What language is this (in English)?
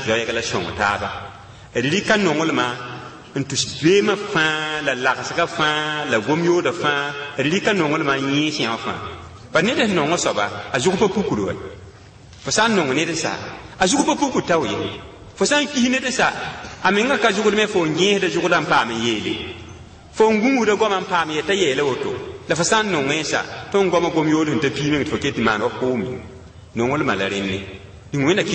Mossi